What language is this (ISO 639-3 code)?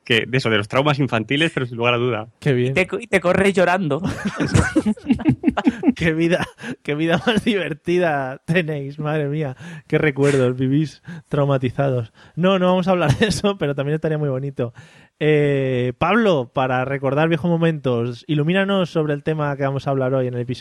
spa